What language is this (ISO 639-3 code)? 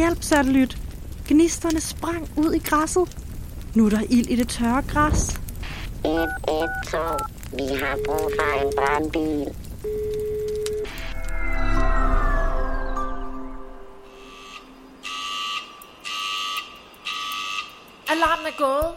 dan